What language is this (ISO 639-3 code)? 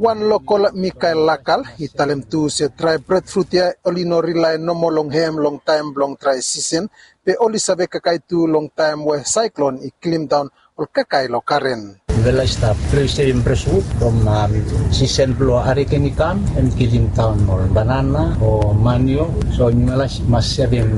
bis